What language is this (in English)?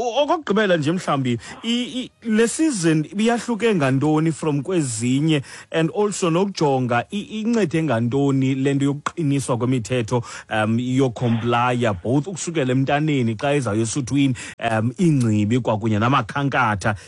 Xhosa